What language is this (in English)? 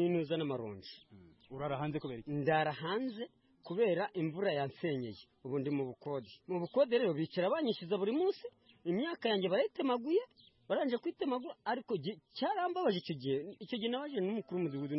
Kinyarwanda